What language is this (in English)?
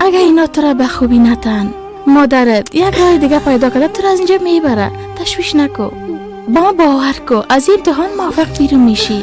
Persian